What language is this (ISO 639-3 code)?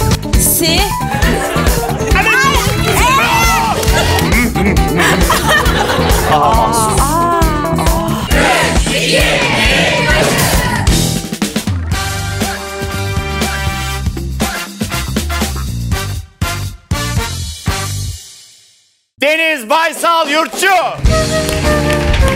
tur